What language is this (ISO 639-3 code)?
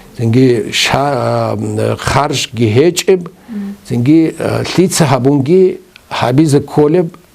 ava